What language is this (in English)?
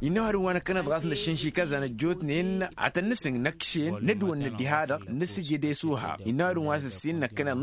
Tamasheq